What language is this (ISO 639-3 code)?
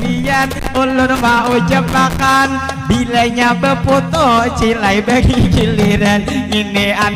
bjn